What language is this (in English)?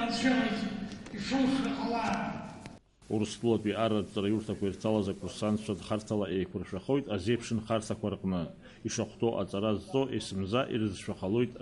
Abkhazian